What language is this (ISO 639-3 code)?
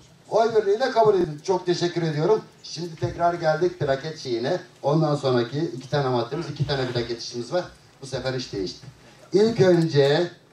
tur